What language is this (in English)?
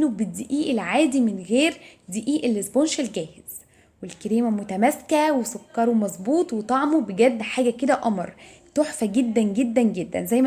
Egyptian Arabic